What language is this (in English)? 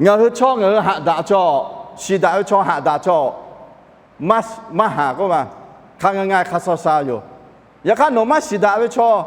Lahu